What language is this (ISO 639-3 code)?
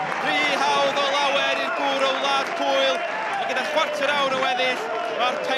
cym